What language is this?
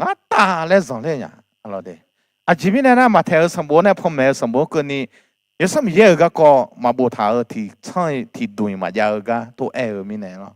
Akha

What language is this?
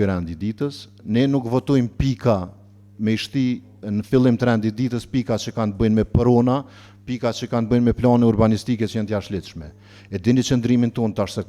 Albanian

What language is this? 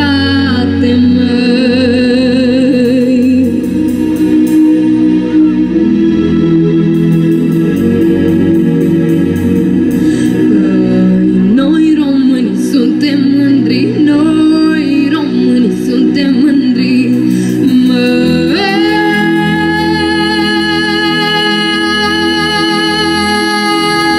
Romanian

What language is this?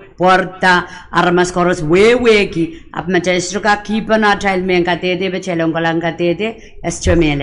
Pohnpeian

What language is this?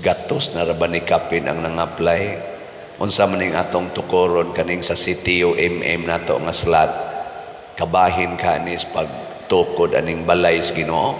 Cebuano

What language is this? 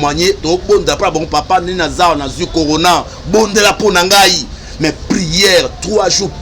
Lingala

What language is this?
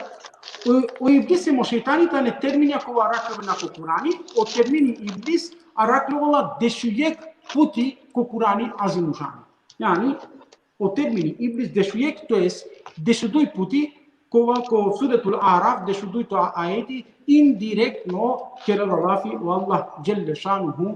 Balkan Romani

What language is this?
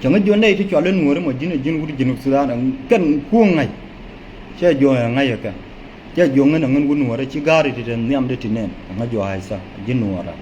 Nuer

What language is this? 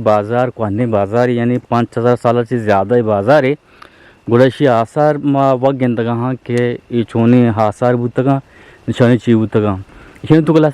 Eastern Balochi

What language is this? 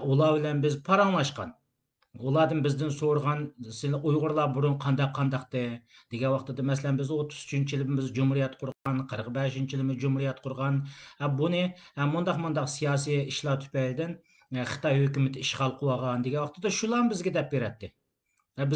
Uyghur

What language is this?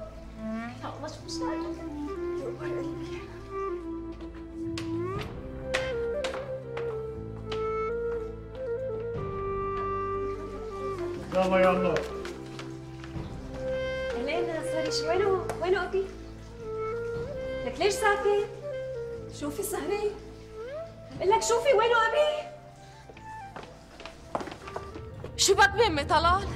North Levantine Arabic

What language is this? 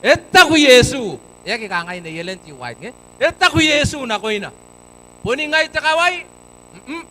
Gilbertese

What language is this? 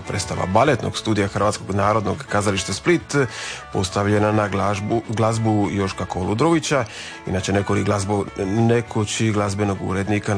Croatian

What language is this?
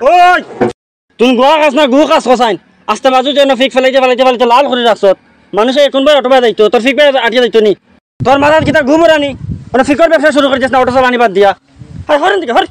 Sylheti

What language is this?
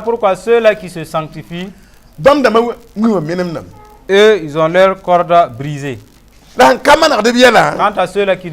Mossi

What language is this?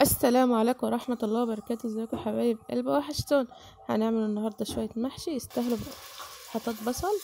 Egyptian Arabic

